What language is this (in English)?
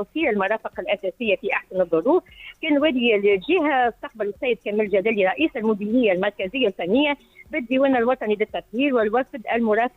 Tunisian Arabic